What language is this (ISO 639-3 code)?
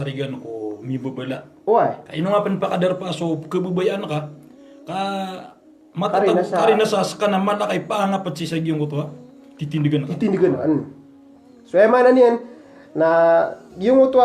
mrw